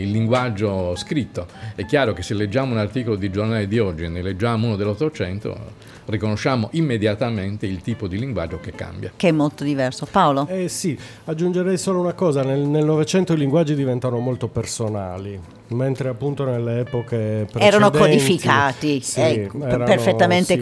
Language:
Italian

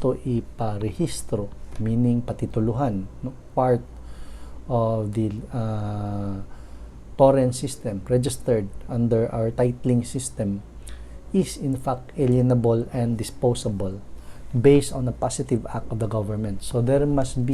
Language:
Cebuano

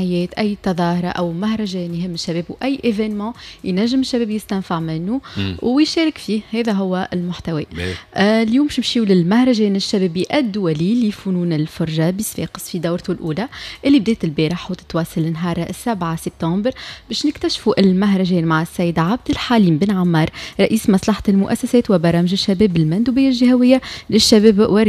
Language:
Tunisian Arabic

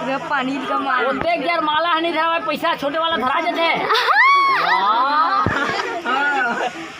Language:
Chhattisgarhi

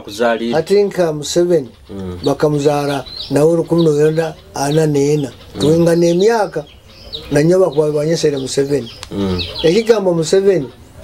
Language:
Nyoro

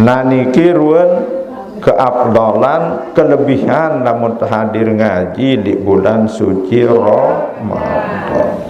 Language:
Sasak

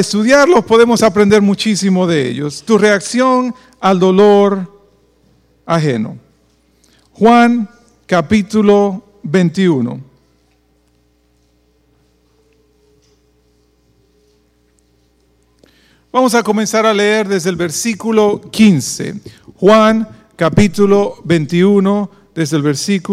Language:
Spanish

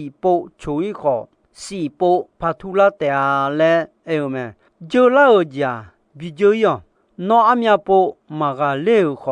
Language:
Akha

